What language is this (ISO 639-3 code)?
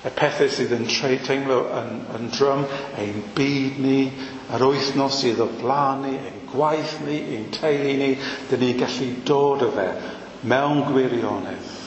cym